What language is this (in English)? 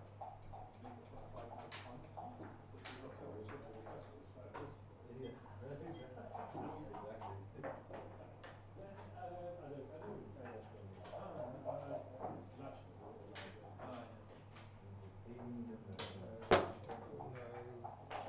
English